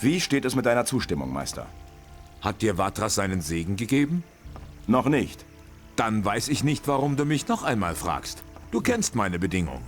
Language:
Bavarian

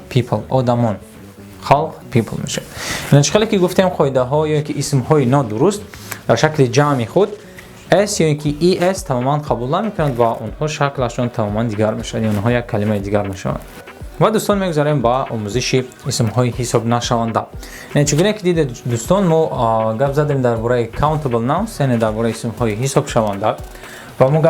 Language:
Tajik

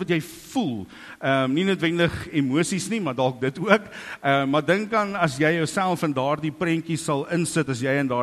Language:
Afrikaans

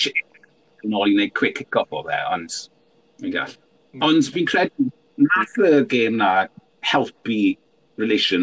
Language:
Welsh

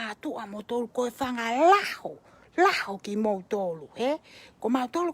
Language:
Tongan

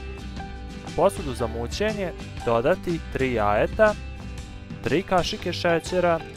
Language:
Serbian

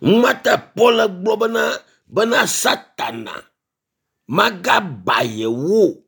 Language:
Ewe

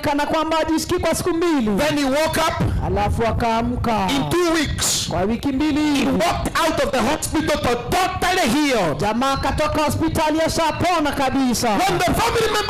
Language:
Swahili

